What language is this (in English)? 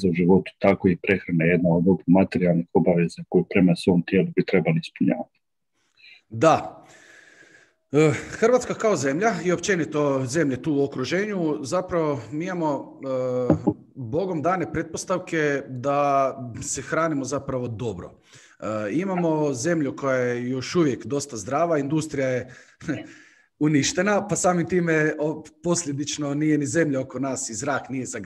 Croatian